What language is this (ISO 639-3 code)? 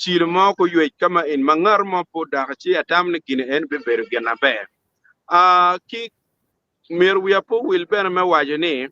ach